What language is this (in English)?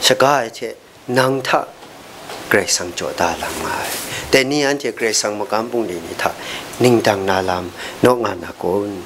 Kachin